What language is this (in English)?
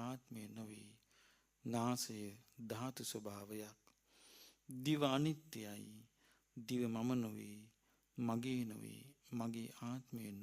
Sinhala